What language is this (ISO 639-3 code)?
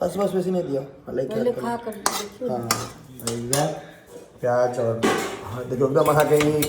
mai